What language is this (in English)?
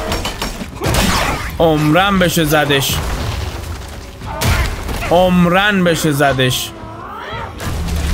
Persian